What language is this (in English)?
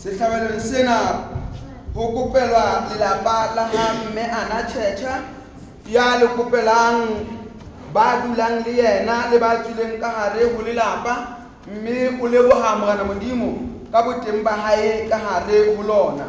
Southern Sotho